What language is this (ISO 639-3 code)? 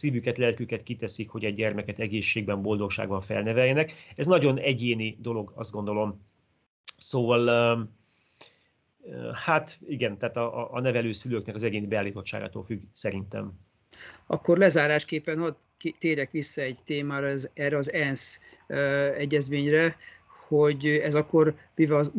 hun